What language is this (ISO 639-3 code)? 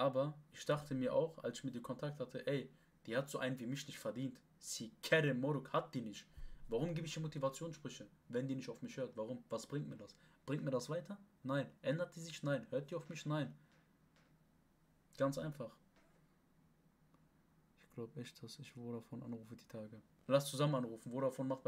deu